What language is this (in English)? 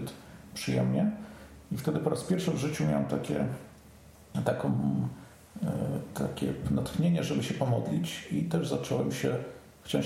Polish